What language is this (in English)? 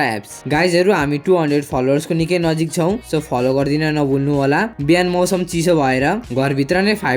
Nepali